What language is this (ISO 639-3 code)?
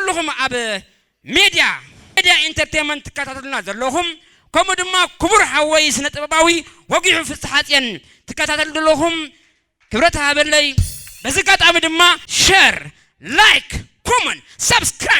tir